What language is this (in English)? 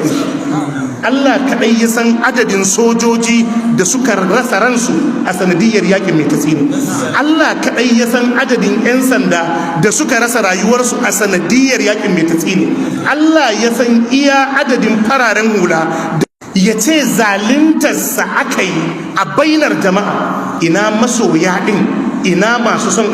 Hausa